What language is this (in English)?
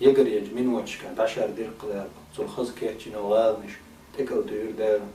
Chechen